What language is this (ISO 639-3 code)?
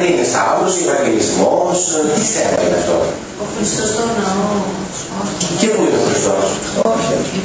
ell